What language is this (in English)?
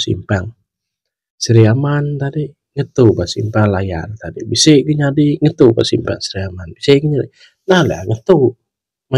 Iban